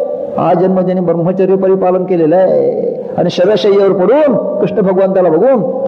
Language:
Marathi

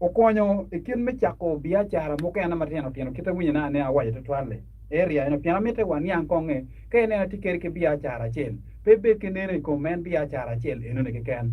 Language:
Acoli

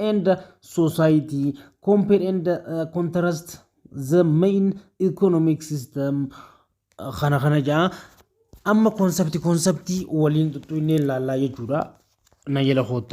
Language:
Oromo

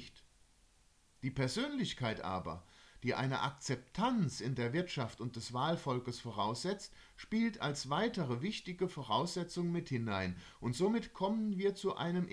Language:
German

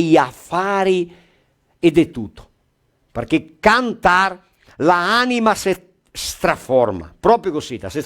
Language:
Venetian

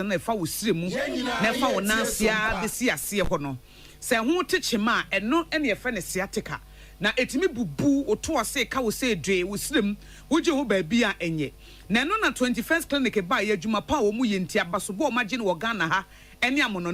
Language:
Akan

